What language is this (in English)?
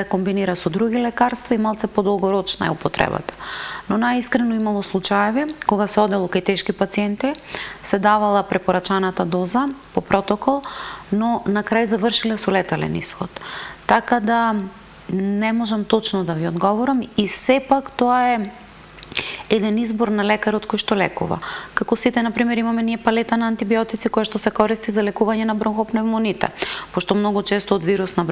Macedonian